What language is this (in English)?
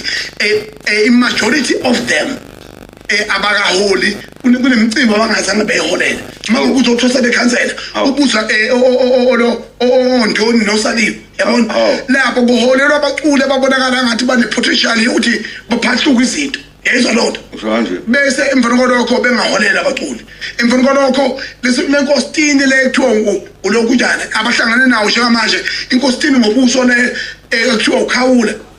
Zulu